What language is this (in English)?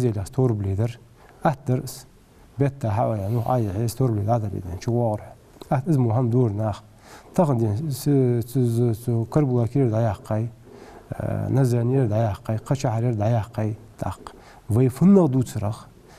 Ingush